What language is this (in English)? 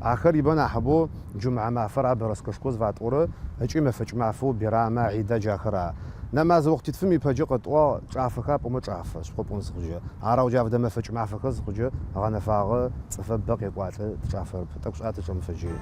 Adyghe